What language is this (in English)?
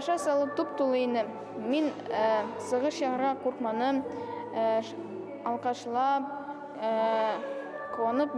Bashkir